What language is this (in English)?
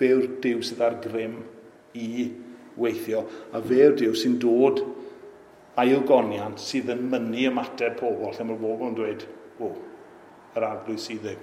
Welsh